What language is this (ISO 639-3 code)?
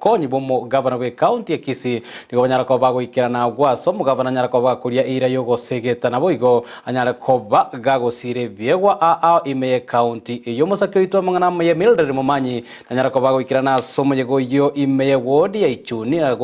guz